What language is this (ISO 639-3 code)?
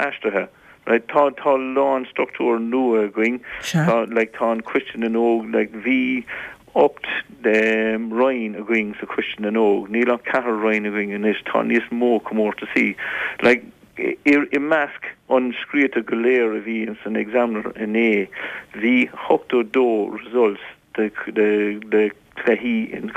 gle